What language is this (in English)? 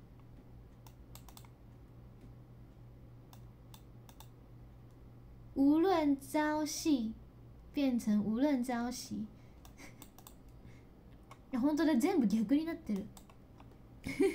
Chinese